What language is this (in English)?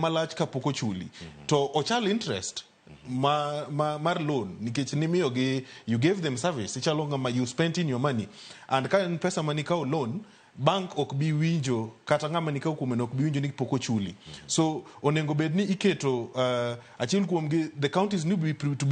Luo (Kenya and Tanzania)